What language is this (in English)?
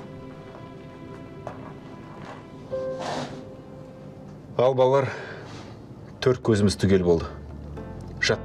Kazakh